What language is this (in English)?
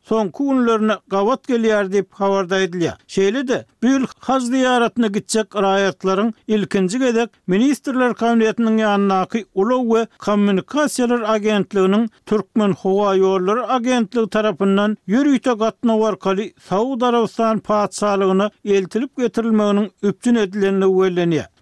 Turkmen